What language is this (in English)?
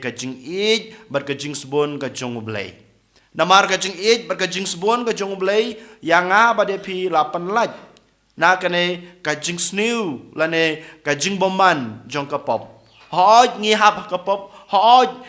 Khasi